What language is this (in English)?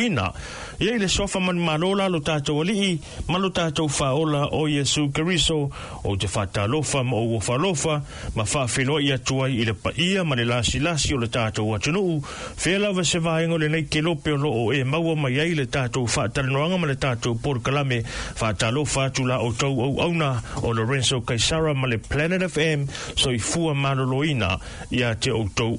Samoan